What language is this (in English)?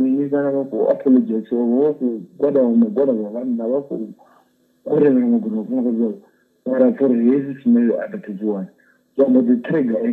Venda